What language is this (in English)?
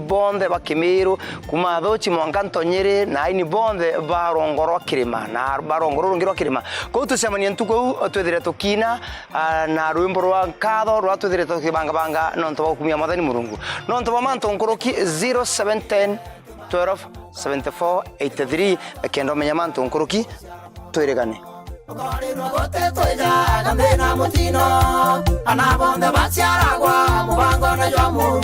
Meru